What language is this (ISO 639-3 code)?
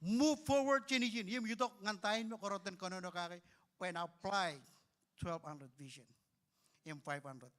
mah